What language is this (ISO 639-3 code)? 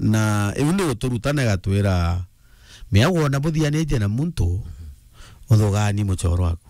mer